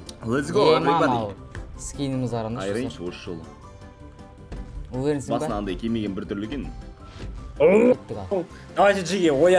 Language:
Kazakh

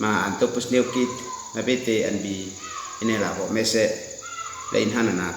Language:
Uab Meto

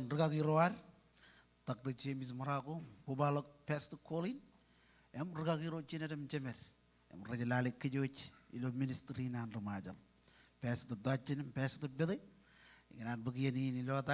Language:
Marshallese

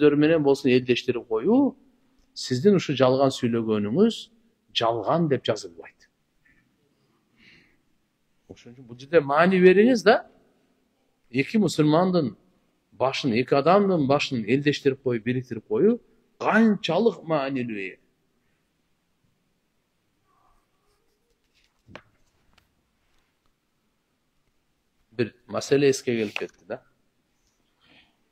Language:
Kyrgyz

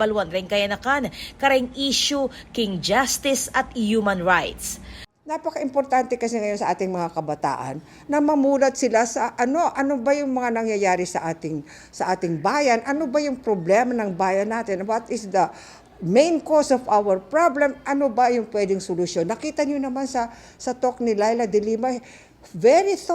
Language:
Pampanga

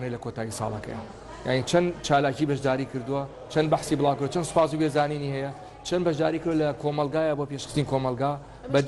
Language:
Central Kurdish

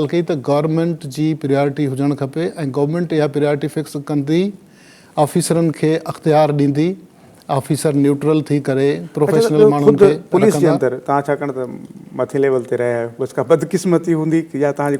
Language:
Sindhi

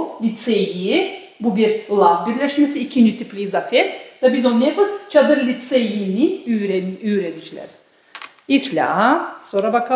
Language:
Gagauz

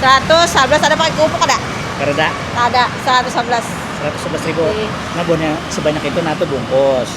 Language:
Banjar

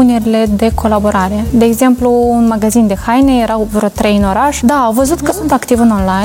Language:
Romanian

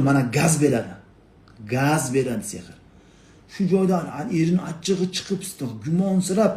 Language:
Uzbek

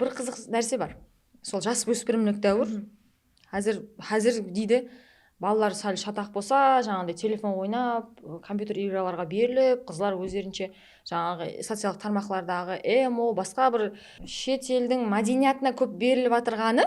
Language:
Kara-Kalpak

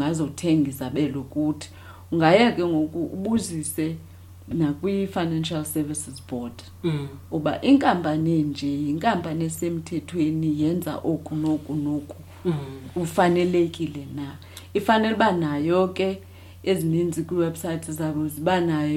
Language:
Xhosa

